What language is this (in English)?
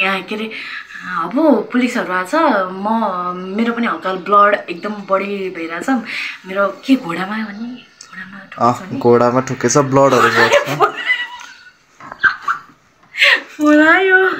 Nepali